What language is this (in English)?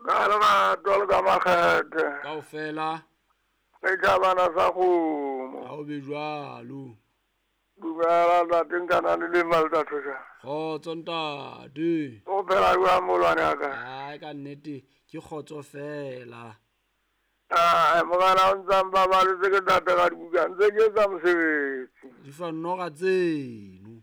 Southern Sotho